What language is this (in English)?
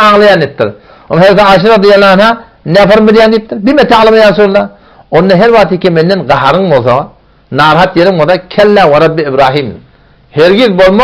Turkmen